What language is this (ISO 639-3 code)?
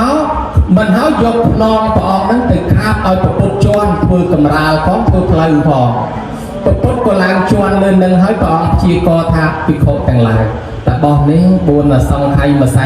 khm